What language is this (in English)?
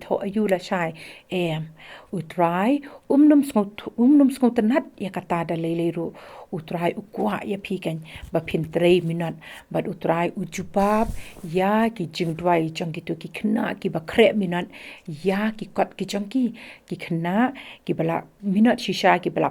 Khasi